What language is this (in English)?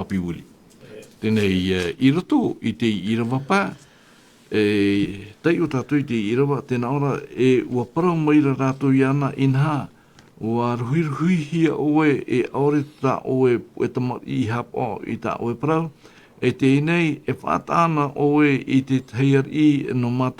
Tahitian